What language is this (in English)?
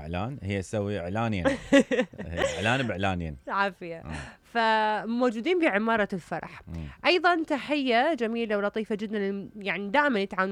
Mesopotamian Arabic